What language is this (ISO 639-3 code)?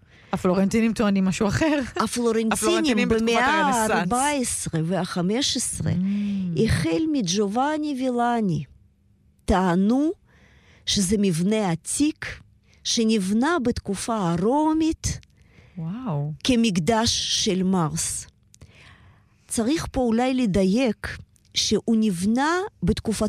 heb